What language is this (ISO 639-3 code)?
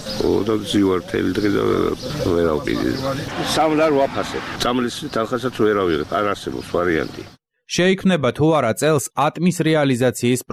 kat